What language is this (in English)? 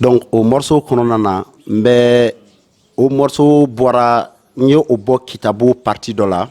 Bambara